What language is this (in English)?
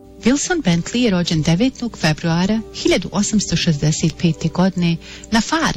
Bosnian